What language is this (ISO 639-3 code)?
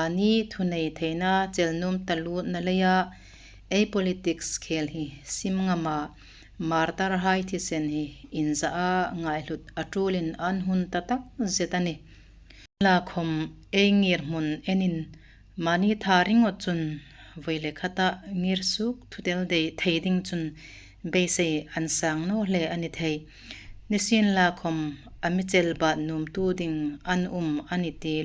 hmr